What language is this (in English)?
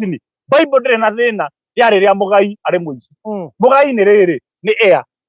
Kikuyu